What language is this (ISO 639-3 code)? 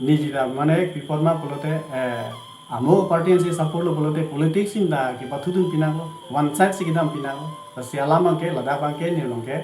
mjw